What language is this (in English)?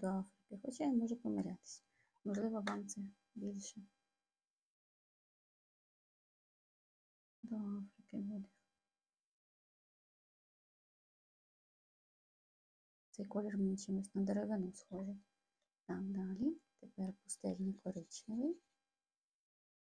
Ukrainian